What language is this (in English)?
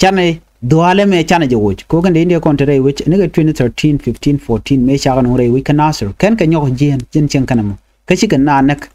Nuer